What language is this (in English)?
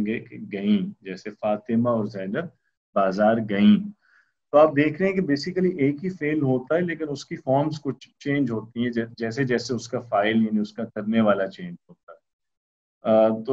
Urdu